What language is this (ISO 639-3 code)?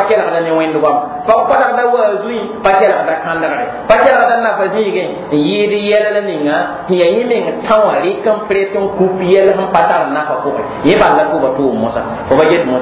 mos